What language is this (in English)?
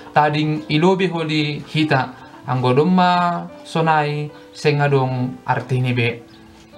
Batak Simalungun